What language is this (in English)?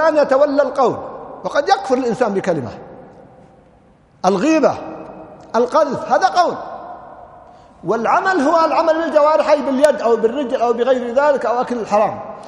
Arabic